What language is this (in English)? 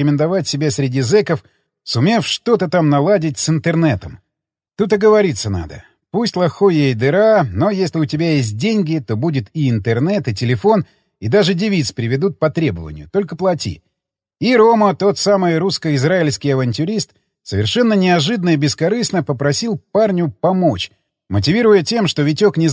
Russian